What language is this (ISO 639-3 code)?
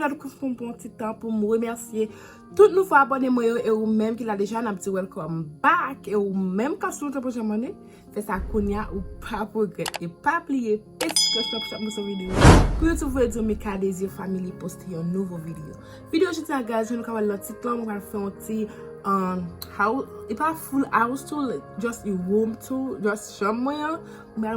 hat